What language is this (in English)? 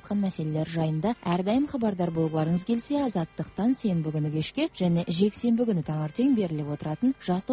Kazakh